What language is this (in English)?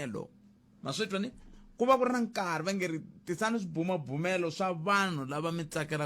Tsonga